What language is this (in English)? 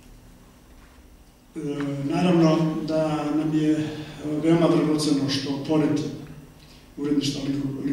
Serbian